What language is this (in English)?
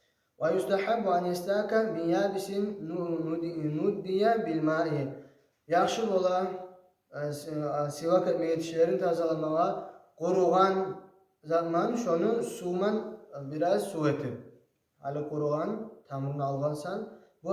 Kumyk